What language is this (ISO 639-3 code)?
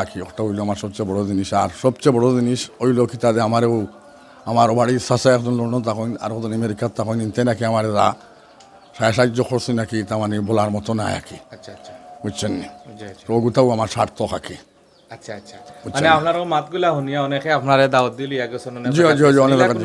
syl